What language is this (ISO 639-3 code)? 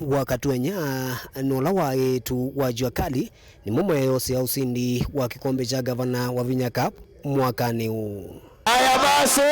kam